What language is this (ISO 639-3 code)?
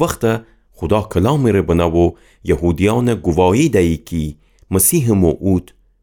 glk